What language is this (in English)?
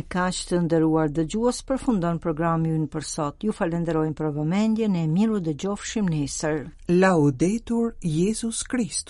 Albanian